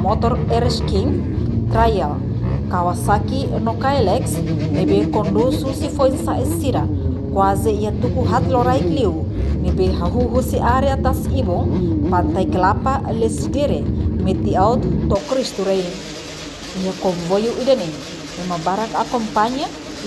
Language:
Tetum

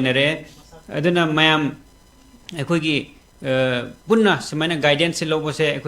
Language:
Manipuri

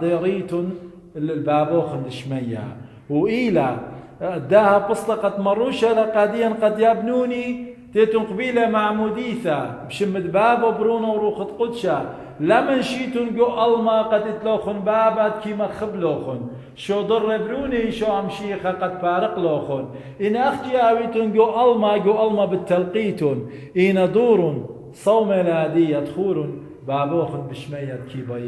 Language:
Assyrian Neo-Aramaic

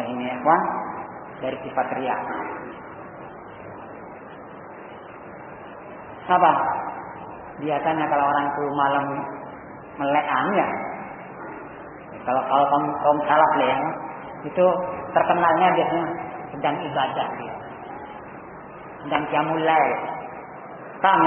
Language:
Indonesian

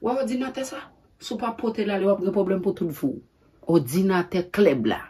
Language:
Haitian Creole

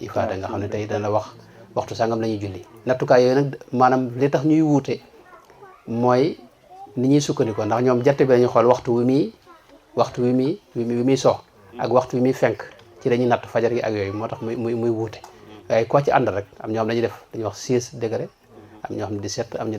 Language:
Wolof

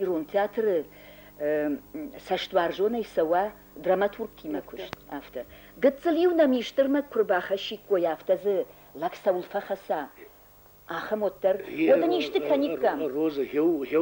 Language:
Ossetic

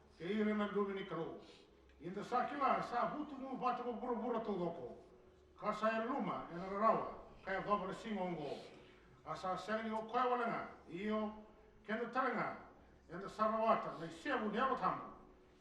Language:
Fijian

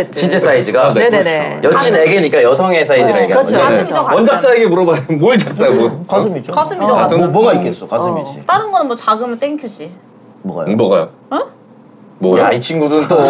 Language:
Korean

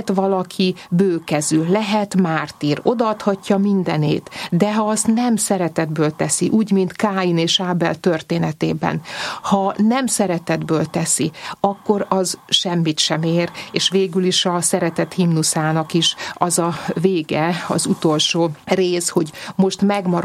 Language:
Hungarian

